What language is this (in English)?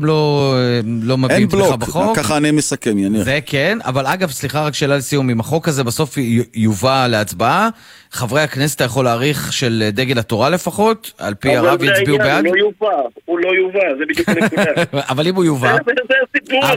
Hebrew